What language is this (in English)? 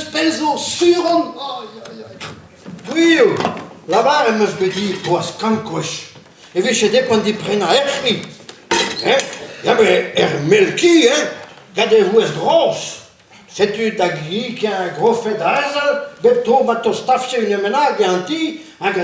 Breton